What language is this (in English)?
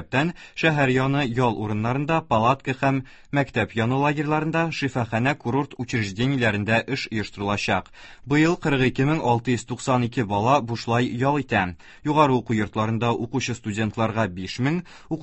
Tatar